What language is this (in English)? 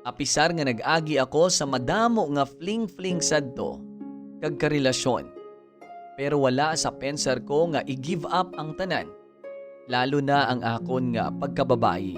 Hiligaynon